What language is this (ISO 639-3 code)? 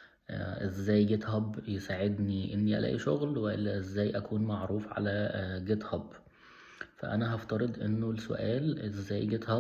arz